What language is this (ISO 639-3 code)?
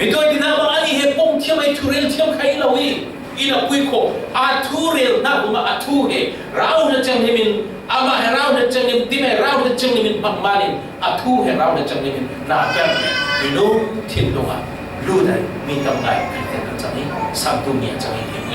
cfm